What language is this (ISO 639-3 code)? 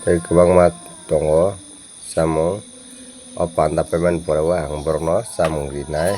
trp